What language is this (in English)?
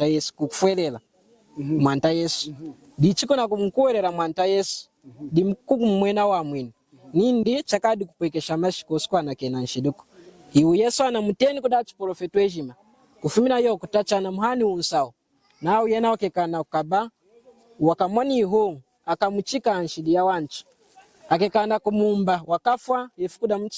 Lunda